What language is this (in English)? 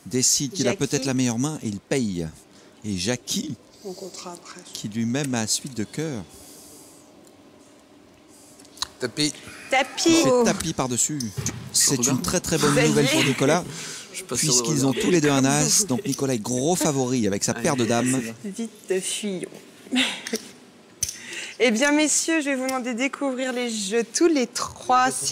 French